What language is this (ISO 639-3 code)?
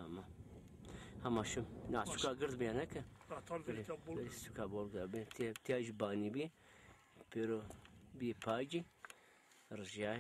zza